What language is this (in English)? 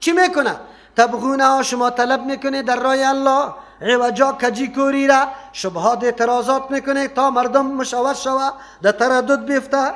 Persian